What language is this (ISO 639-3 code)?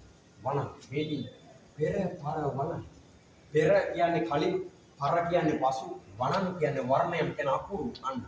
sin